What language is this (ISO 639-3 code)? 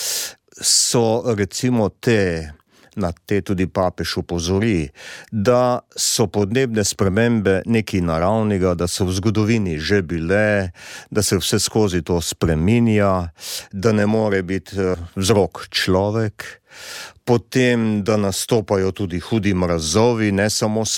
slv